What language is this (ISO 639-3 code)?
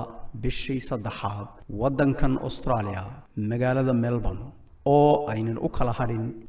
som